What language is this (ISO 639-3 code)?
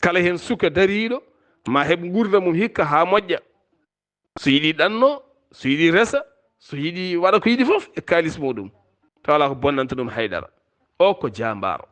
ful